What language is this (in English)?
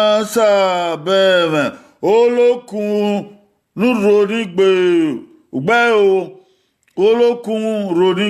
Bini